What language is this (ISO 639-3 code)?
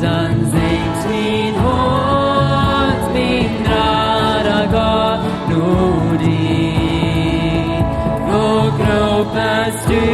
pdt